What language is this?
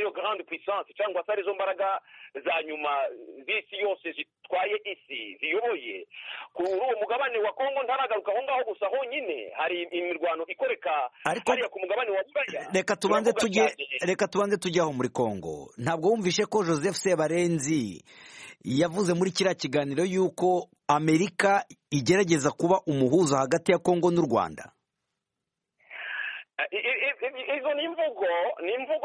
Kinyarwanda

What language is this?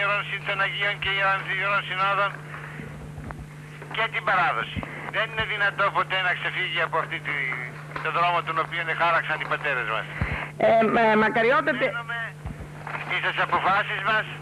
Greek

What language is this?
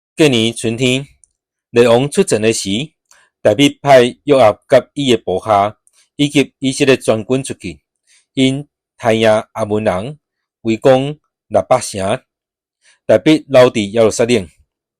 Min Nan Chinese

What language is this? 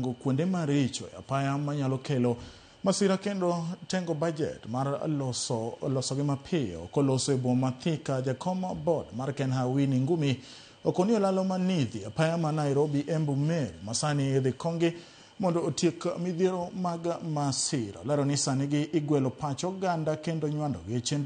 Luo (Kenya and Tanzania)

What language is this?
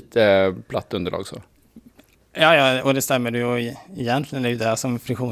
Swedish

